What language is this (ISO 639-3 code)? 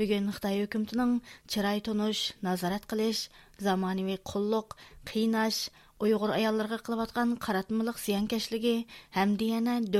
uig